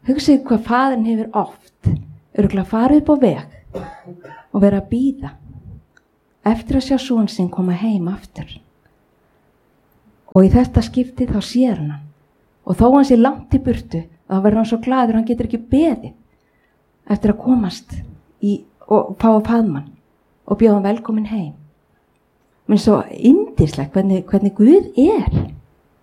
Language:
Icelandic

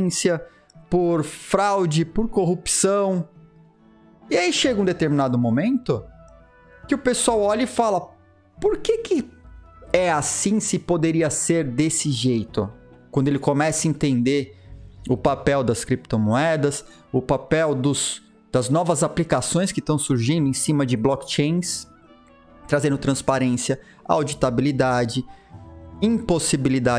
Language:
Portuguese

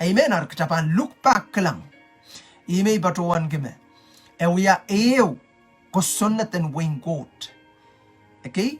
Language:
Pohnpeian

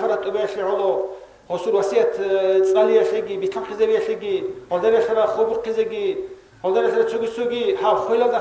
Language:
Avaric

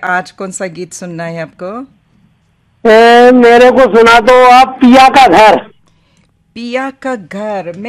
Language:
Hindi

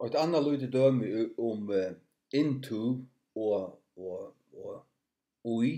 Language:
Faroese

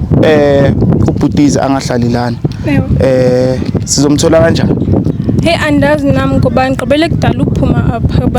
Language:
Zulu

